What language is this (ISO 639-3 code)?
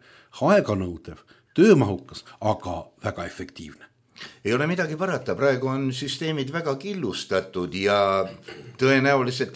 est